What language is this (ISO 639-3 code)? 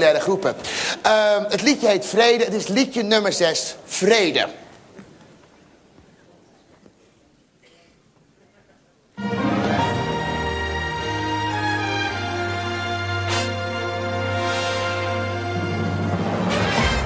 nld